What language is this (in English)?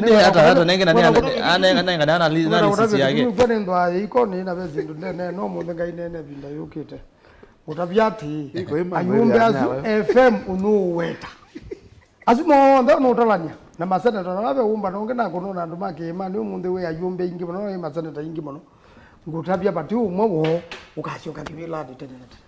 Kamba